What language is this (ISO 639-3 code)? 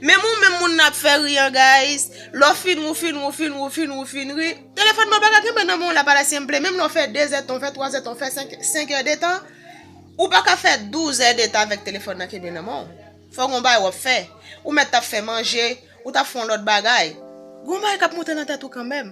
hat